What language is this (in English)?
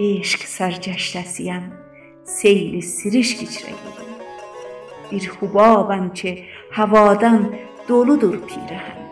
South Azerbaijani